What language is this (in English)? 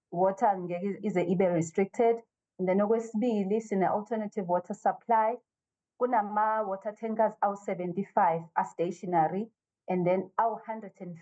Zulu